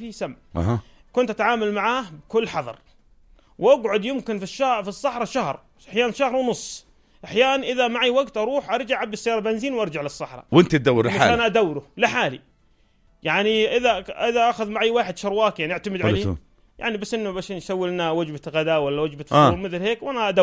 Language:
North Levantine Arabic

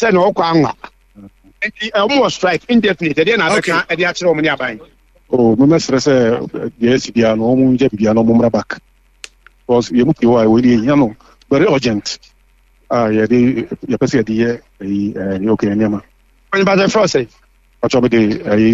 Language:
Akan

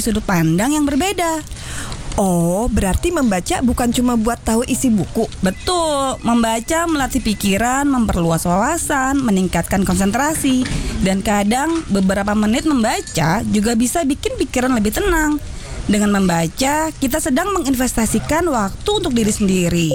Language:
Indonesian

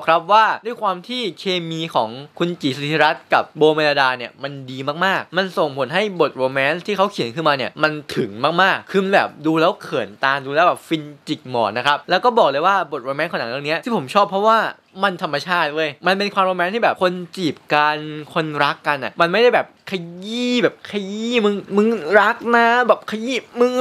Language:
Thai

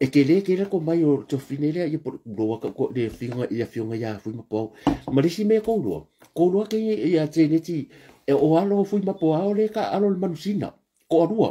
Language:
Samoan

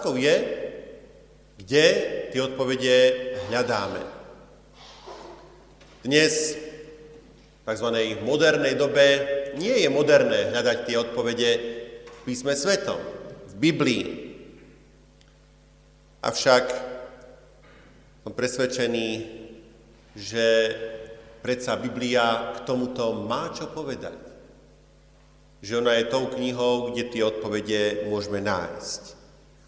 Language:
Slovak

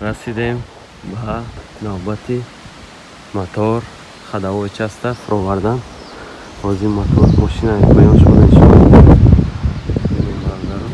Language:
Tajik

